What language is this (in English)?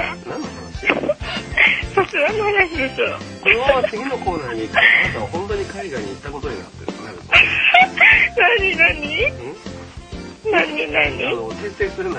Japanese